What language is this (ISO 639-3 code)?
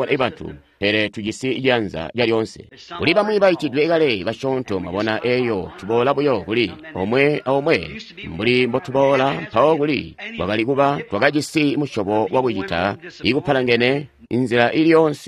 toi